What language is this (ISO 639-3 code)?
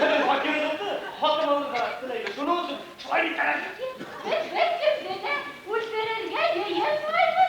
bak